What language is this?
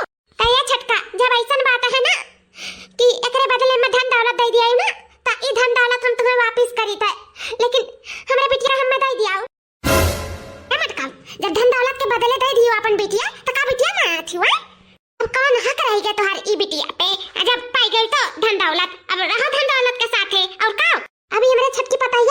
Awadhi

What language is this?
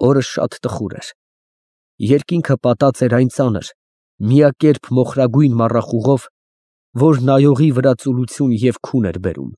Armenian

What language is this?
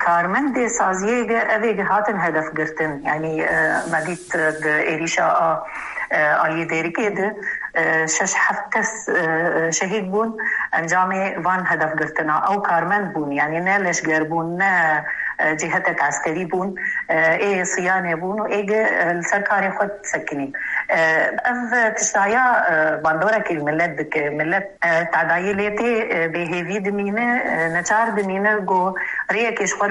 Kurdish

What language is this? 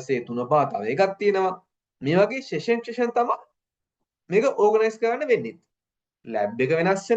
Sinhala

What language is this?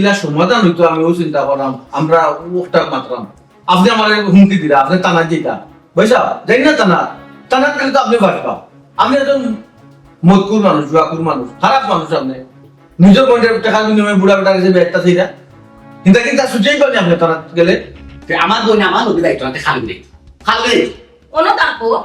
Sylheti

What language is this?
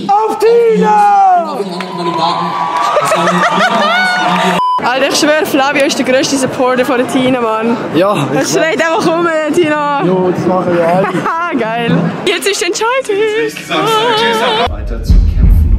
Swiss German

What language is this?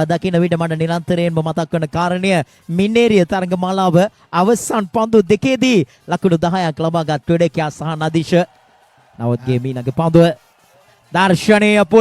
Sinhala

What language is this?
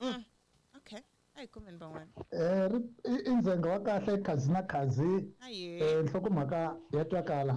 Tsonga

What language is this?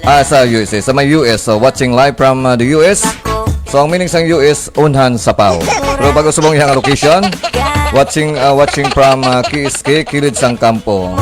Hiligaynon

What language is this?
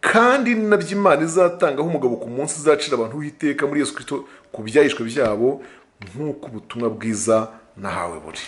Kinyarwanda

